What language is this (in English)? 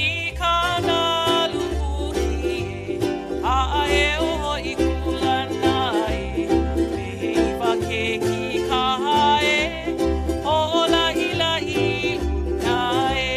Hawaiian